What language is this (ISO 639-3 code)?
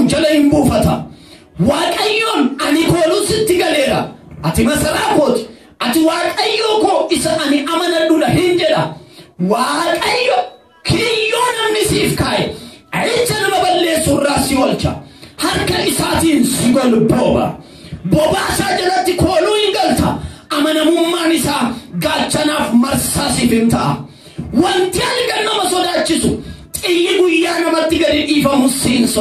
orm